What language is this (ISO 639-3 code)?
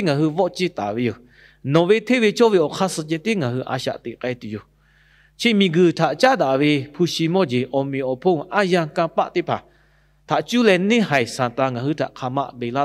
lhu